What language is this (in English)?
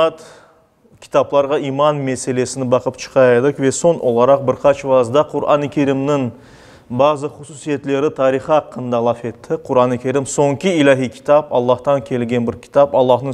Crimean Tatar